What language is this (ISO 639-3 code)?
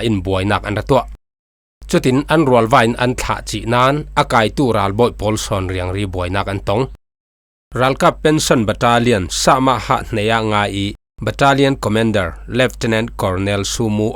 cfm